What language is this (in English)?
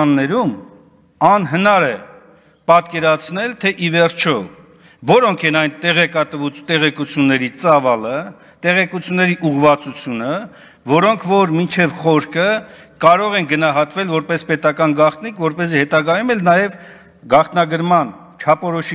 Armenian